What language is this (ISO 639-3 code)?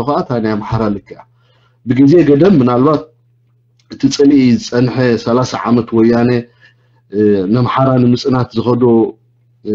tir